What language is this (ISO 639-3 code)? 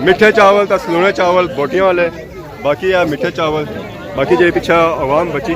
phr